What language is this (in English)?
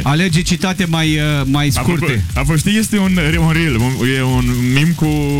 Romanian